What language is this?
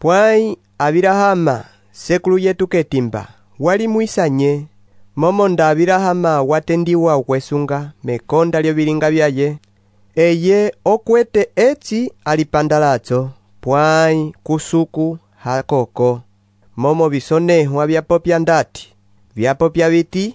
Umbundu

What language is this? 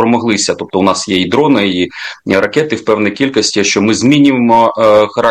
Ukrainian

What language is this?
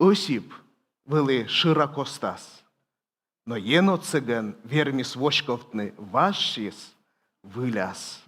Komi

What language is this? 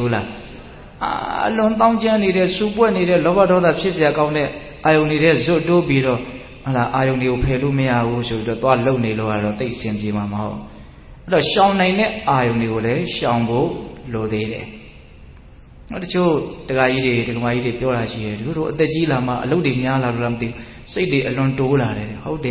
Burmese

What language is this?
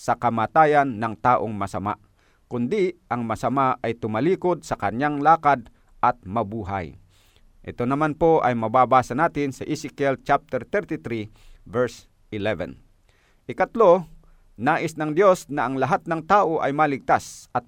Filipino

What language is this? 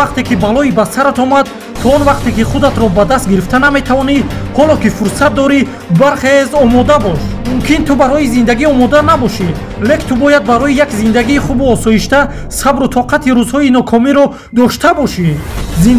Tajik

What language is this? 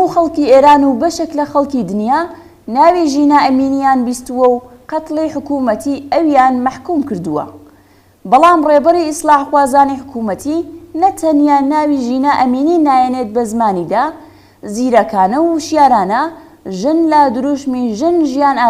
Central Kurdish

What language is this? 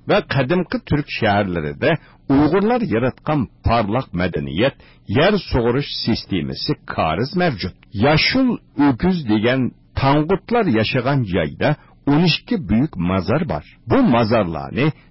Uyghur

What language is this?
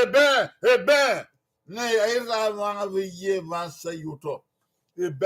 Bini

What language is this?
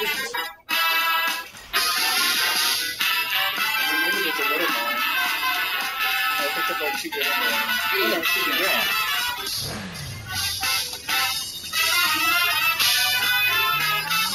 English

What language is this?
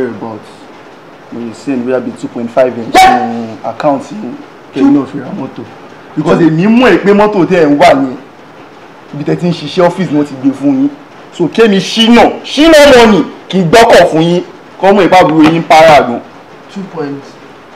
Yoruba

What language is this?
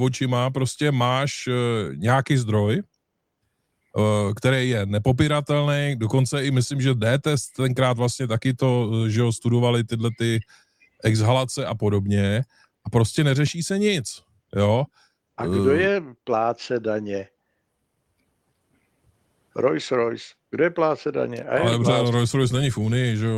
Czech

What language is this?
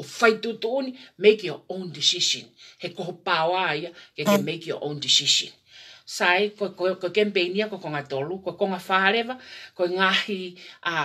Tongan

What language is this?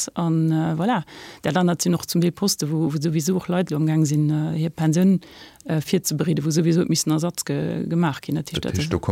Luxembourgish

